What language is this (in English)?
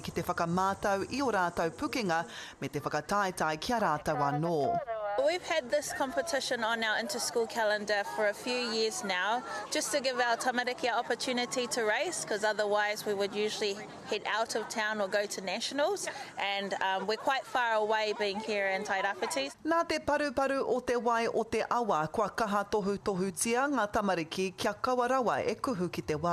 Māori